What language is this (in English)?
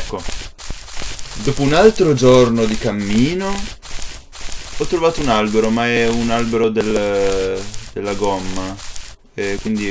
Italian